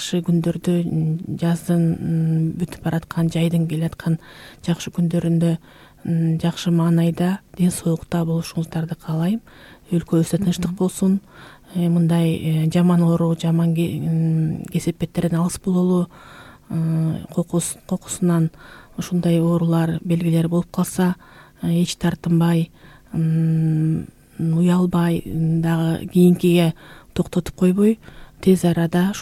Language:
Kyrgyz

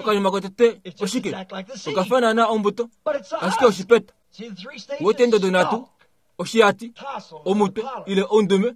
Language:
Kuanyama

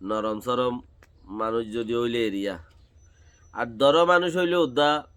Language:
Rohingya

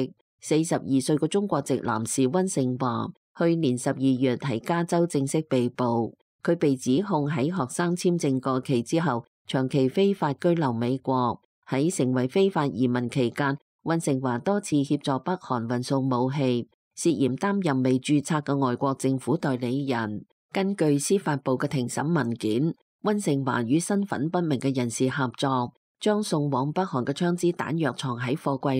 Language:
Cantonese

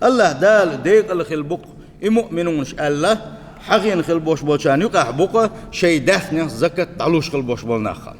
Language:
Chechen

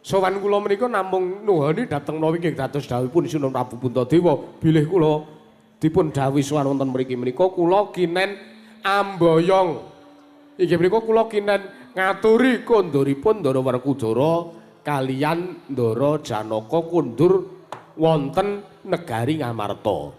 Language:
Javanese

